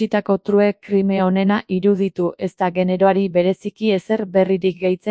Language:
Basque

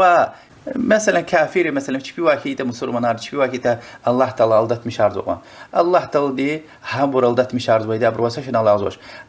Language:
Lezghian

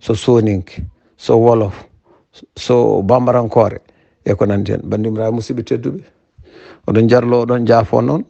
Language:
Fula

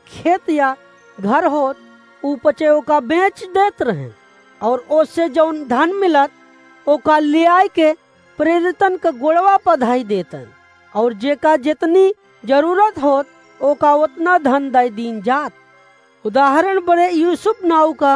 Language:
Awadhi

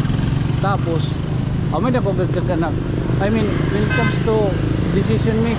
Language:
Waray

